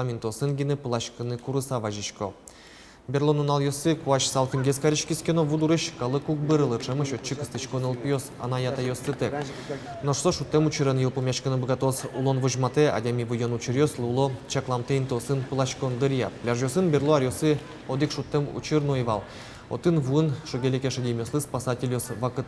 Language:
Udmurt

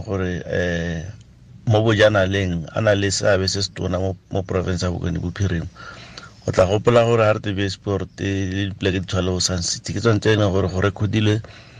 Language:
Tswana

